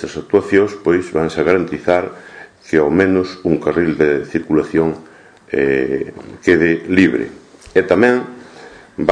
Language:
Galician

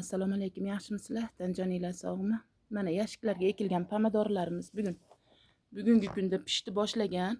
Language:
Uzbek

